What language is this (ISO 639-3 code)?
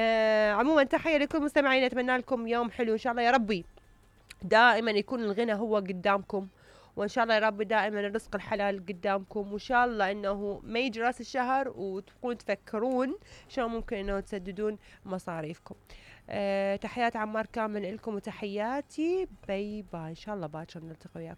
acm